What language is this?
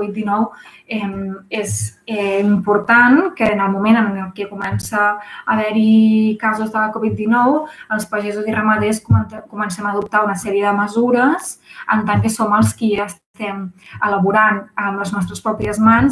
Catalan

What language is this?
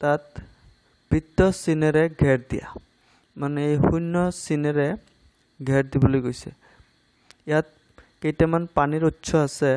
Assamese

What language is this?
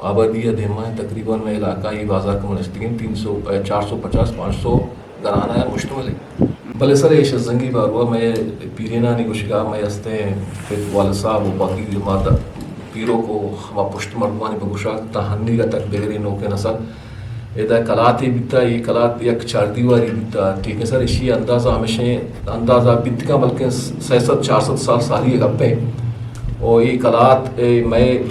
Eastern Balochi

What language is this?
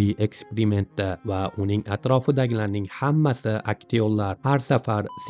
Uzbek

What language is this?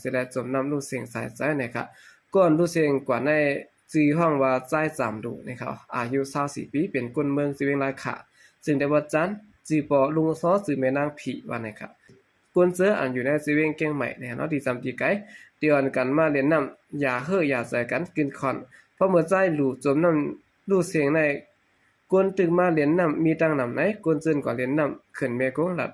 Shan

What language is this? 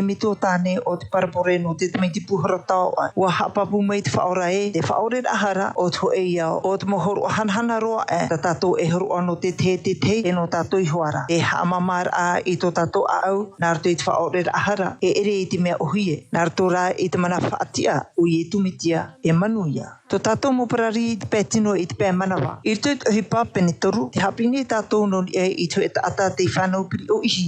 Tahitian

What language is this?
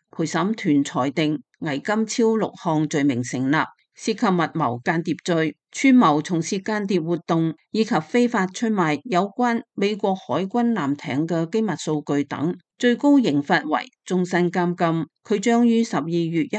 Cantonese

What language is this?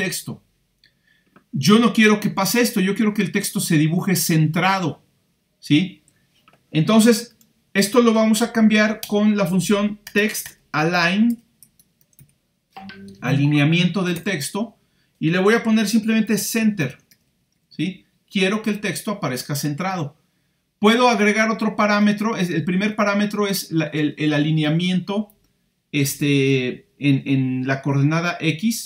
Spanish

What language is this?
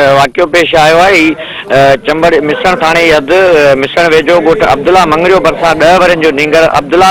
Sindhi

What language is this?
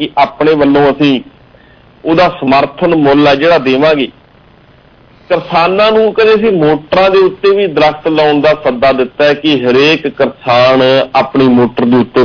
Punjabi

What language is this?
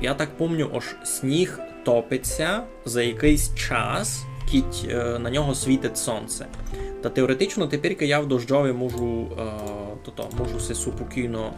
Rusyn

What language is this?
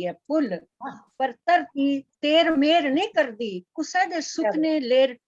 Dogri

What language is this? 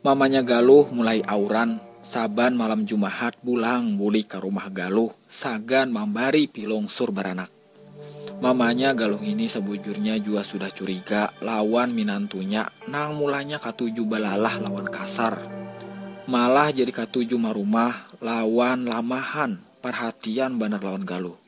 Banjar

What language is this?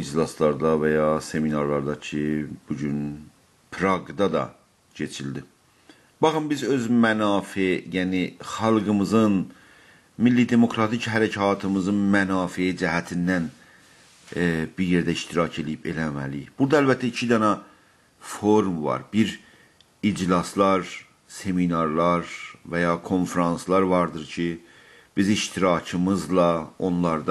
South Azerbaijani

